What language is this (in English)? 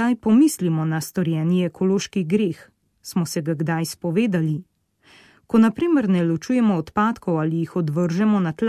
Slovenian